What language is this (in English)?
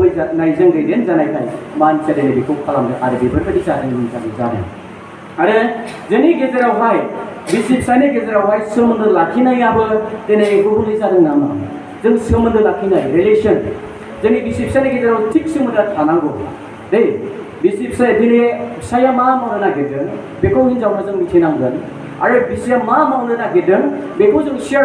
Bodo